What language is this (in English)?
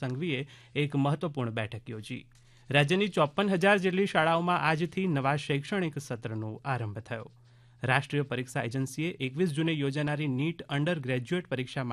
Gujarati